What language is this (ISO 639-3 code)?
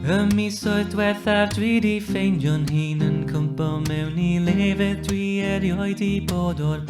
cym